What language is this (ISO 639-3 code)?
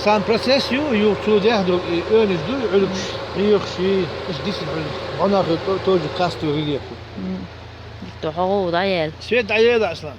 che